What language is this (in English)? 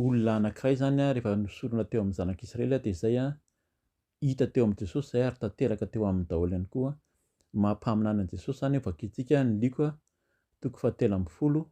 Malagasy